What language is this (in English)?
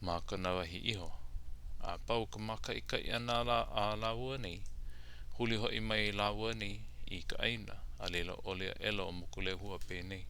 Hawaiian